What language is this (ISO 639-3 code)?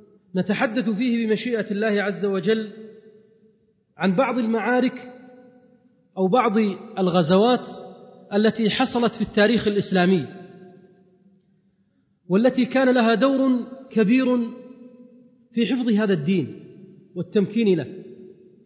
ara